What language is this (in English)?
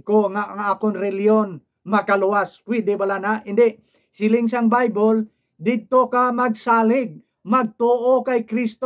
Hiligaynon